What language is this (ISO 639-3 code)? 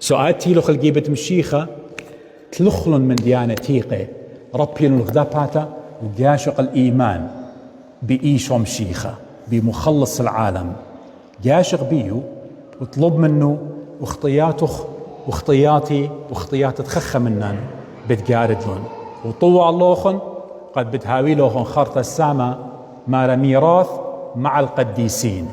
aii